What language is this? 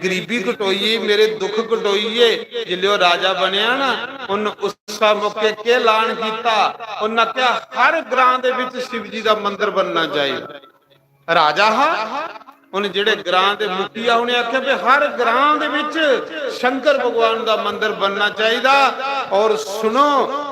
Dogri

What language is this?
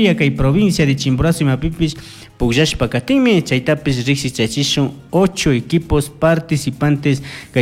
Chimborazo Highland Quichua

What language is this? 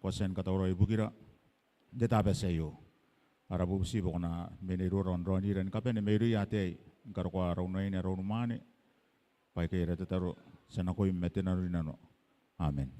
Gilbertese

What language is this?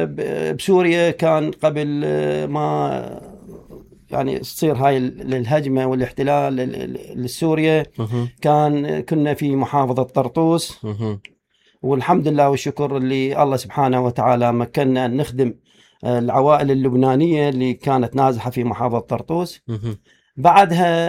Mesopotamian Arabic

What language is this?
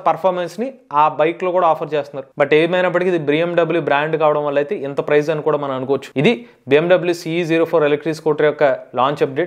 Telugu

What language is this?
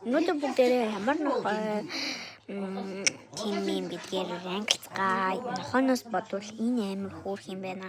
Mongolian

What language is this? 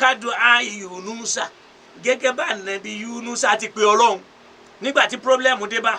Yoruba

